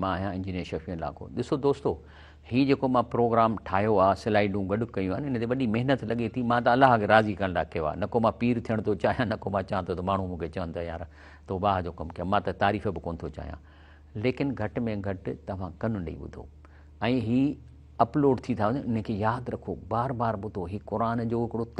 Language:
Sindhi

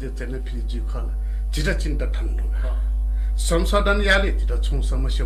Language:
Newari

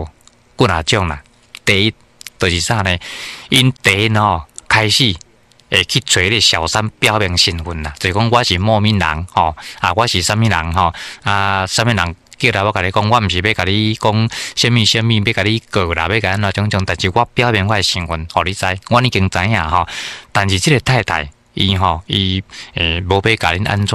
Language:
Min Nan Chinese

